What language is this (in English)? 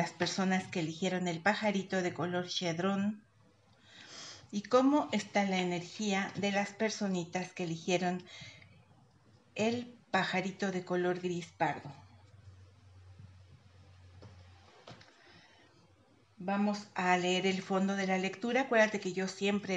Spanish